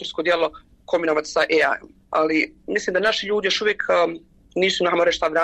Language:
Bosnian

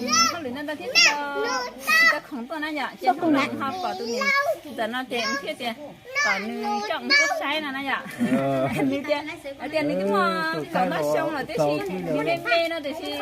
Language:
Hmong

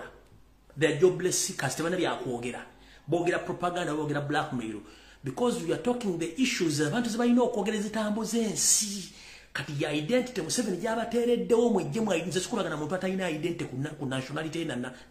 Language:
Ganda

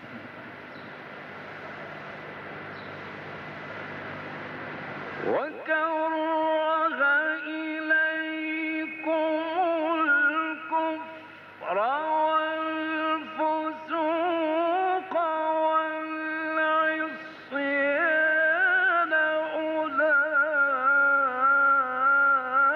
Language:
Arabic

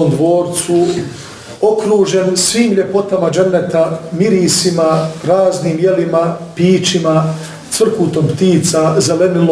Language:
Bosnian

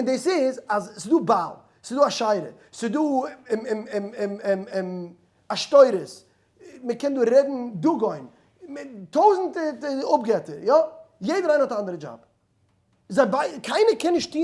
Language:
Yiddish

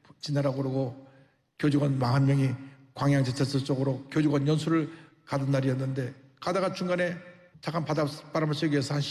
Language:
Korean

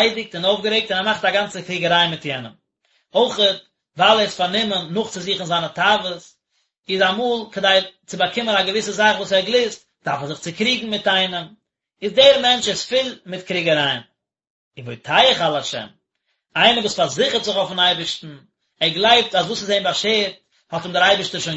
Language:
Yiddish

